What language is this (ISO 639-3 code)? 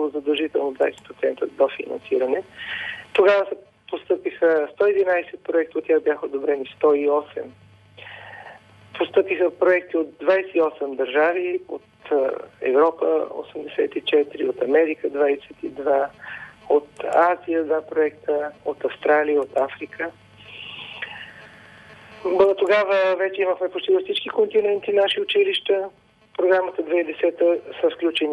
bul